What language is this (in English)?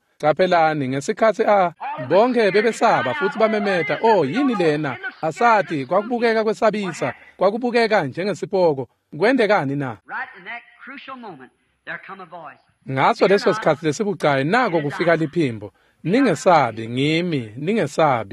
Swati